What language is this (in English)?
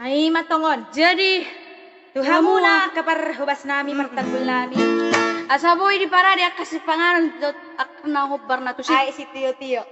Batak Toba